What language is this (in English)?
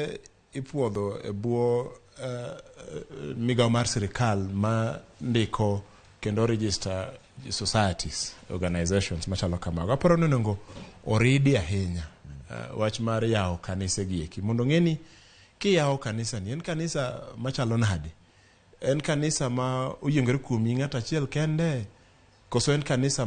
Luo (Kenya and Tanzania)